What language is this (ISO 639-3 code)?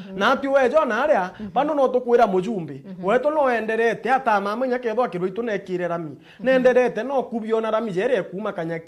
mer